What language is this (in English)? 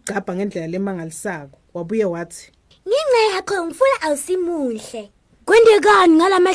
Swati